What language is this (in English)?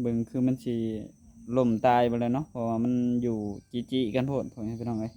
Northeastern Thai